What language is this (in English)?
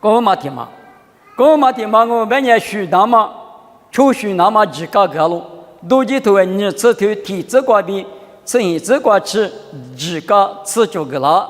Lisu